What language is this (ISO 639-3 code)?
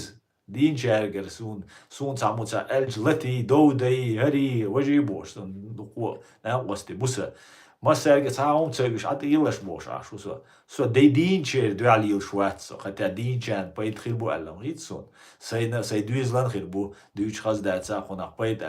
che